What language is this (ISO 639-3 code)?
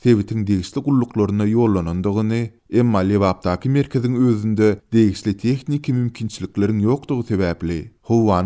tuk